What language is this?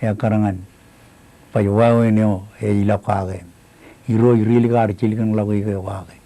Marshallese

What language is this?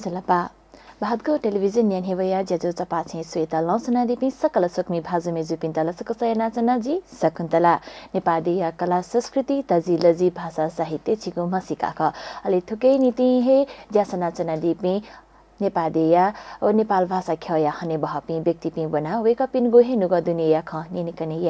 Newari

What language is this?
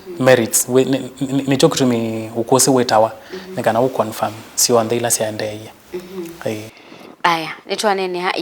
Kamba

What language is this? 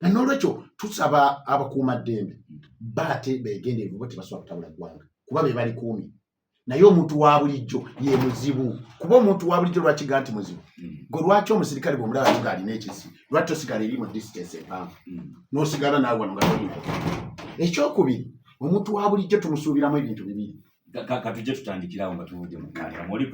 Ganda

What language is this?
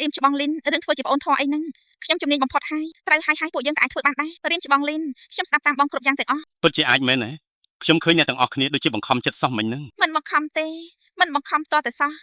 Khmer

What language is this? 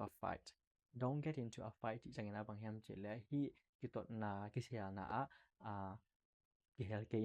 Tedim Chin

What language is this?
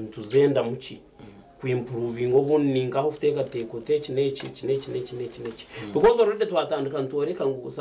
Nyankole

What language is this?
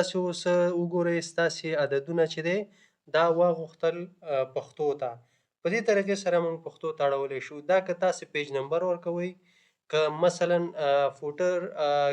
Pashto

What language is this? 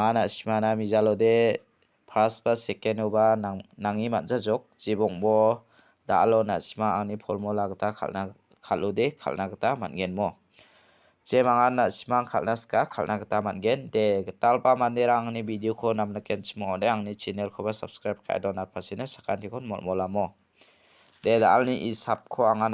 Garo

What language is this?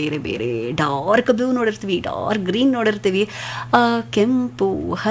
Kannada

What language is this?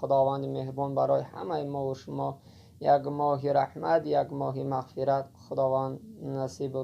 Tajik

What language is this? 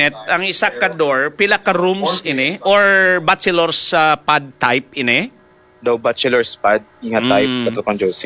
Hiligaynon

